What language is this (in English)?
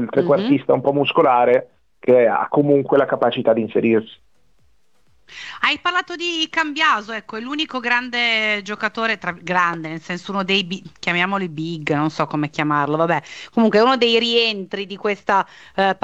Italian